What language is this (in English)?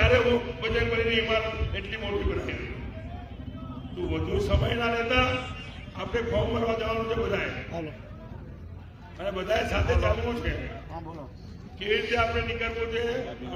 Gujarati